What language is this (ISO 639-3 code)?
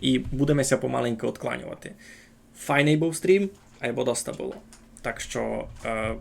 rue